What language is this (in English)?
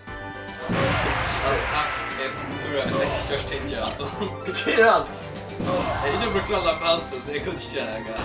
Faroese